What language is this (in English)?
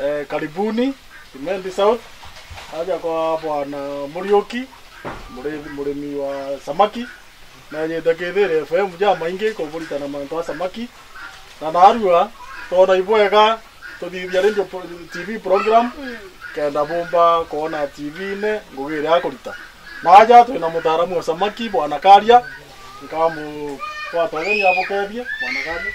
Meru